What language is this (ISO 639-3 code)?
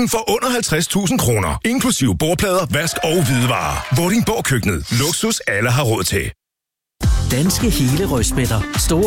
dan